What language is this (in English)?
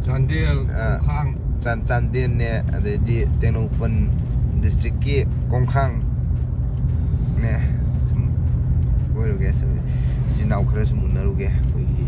Manipuri